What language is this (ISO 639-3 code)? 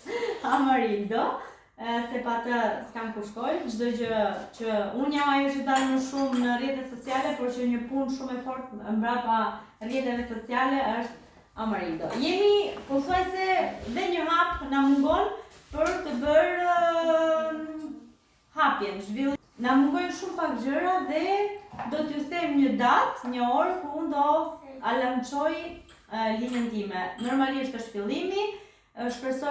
sqi